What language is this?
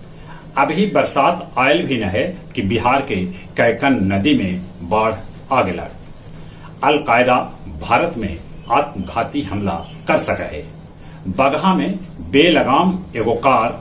Magahi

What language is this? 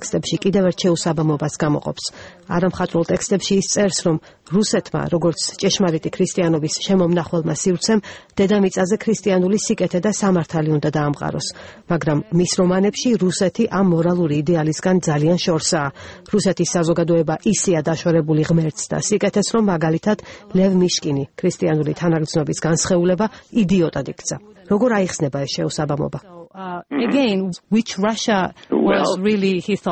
Georgian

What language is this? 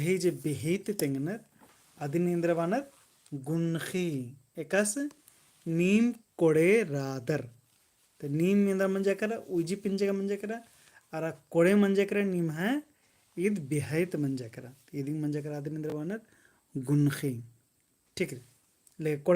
Kurukh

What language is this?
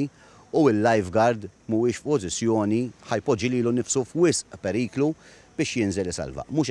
Maltese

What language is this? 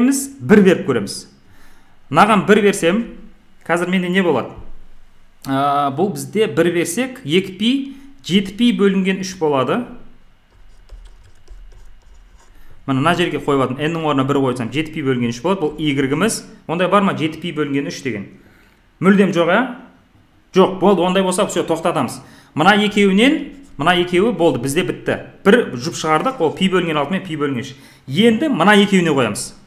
Kazakh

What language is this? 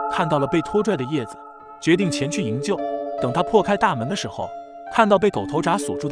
Chinese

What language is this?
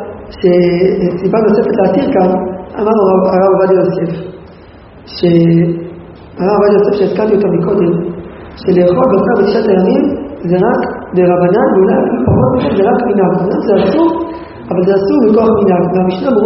Hebrew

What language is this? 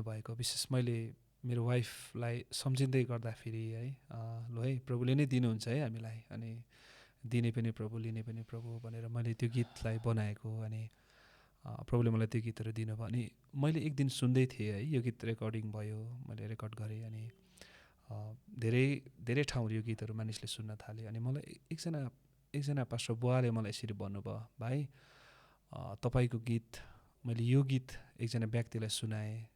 Nepali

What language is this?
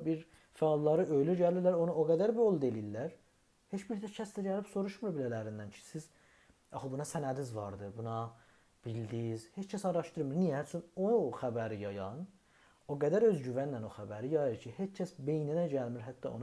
South Azerbaijani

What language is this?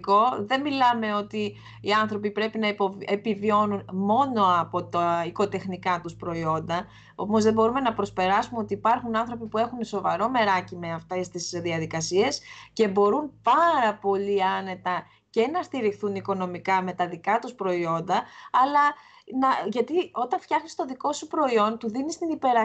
Greek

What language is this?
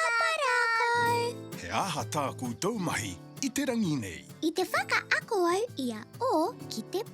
Māori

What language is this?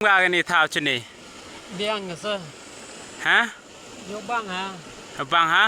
Khasi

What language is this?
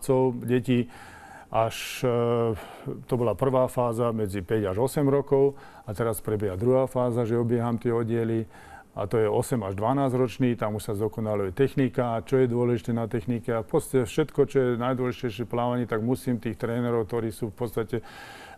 Slovak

